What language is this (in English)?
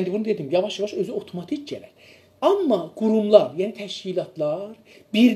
South Azerbaijani